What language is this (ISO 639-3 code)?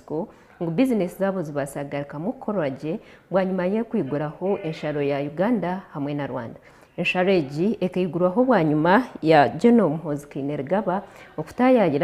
nyn